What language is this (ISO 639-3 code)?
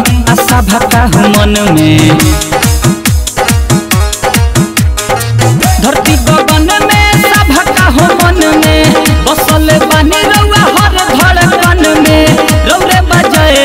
bho